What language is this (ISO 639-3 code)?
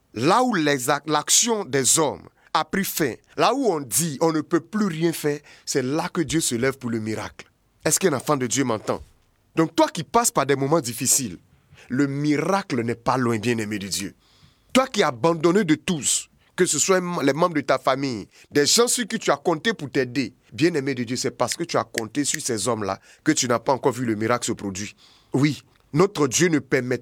fra